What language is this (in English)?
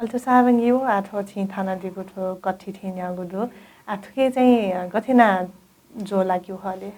Newari